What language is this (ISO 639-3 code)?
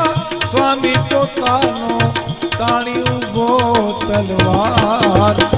guj